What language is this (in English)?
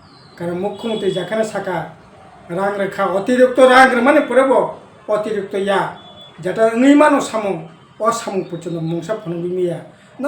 Kok Borok